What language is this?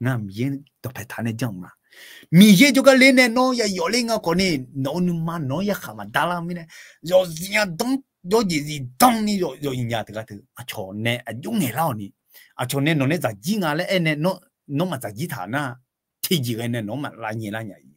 Akha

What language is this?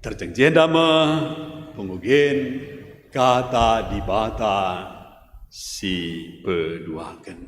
Batak Karo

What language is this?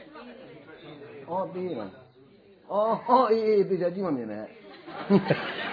Burmese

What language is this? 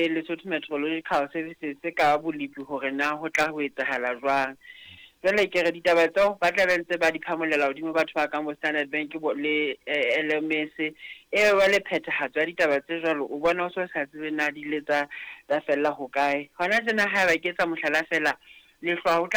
Southern Sotho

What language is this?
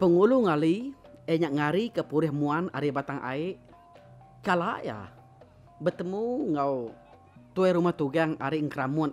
Iban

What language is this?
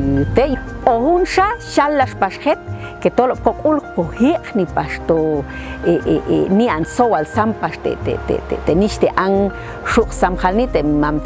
Popti'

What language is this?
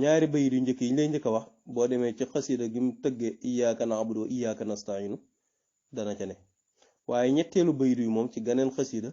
Wolof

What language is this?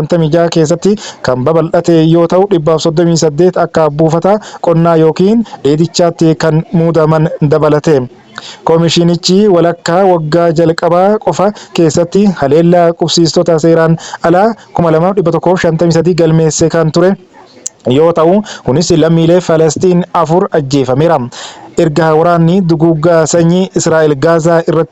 Oromo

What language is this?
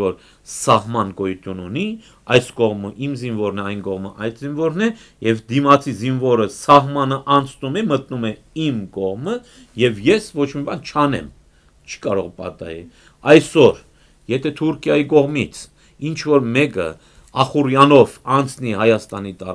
Armenian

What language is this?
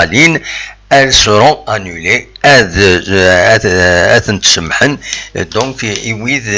Kabyle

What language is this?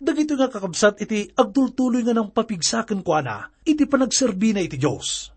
Iloko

